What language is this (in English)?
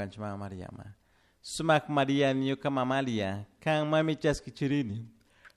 Chimborazo Highland Quichua